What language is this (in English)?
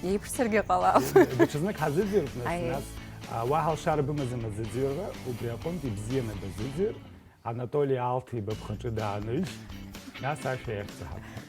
Abkhazian